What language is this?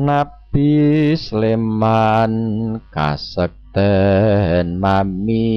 Javanese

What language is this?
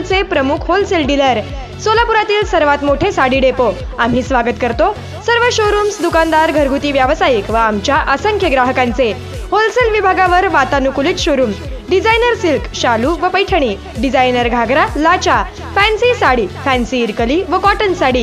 Marathi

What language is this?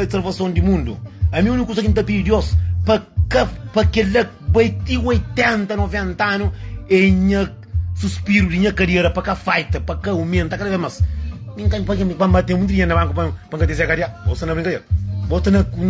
Kabuverdianu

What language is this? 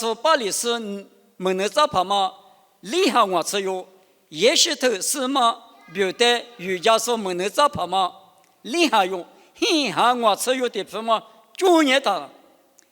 Lisu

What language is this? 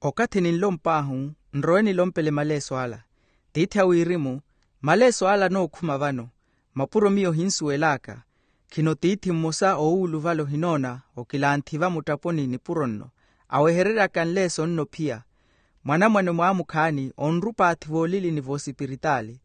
Makhuwa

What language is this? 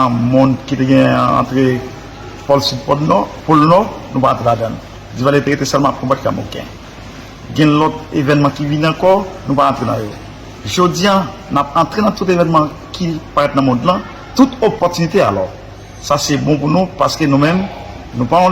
Haitian Creole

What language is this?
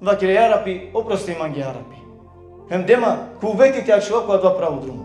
Balkan Romani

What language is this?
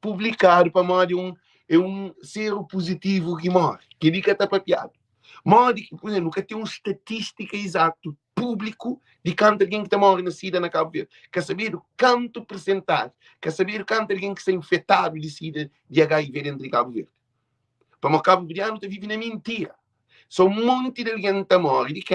Kabuverdianu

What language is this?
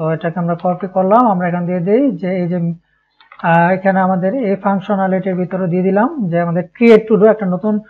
Bangla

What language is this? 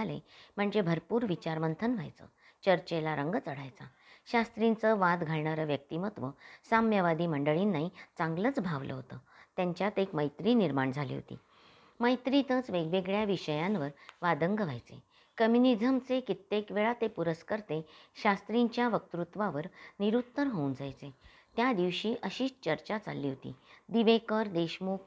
Marathi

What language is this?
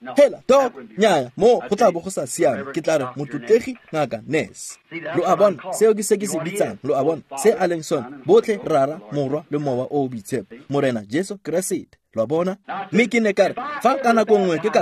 Tswana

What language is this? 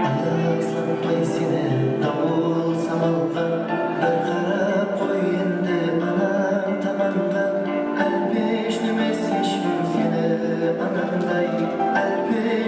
Kara-Kalpak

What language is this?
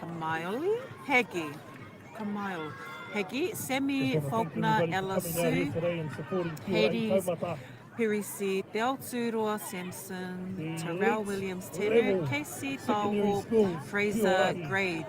Māori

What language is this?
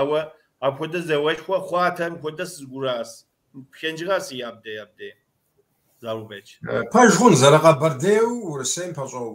Kabardian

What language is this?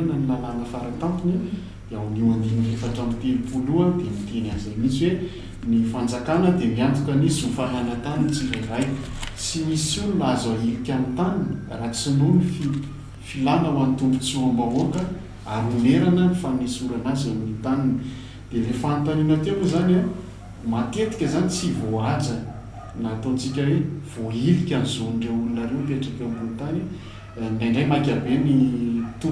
Malagasy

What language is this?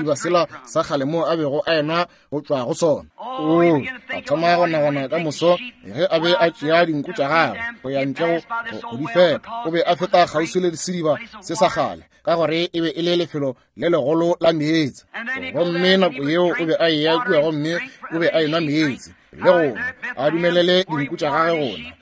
Northern Sotho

